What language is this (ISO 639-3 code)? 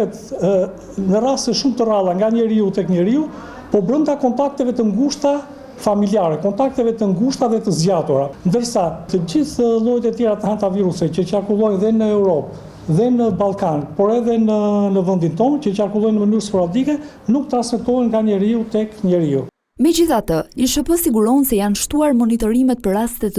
sqi